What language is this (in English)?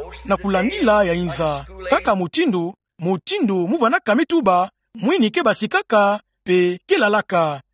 Kituba (Democratic Republic of Congo)